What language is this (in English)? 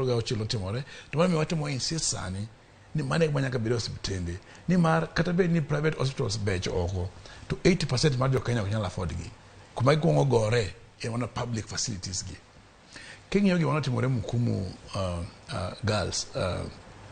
Luo (Kenya and Tanzania)